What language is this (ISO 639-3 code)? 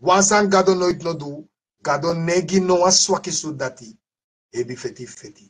srn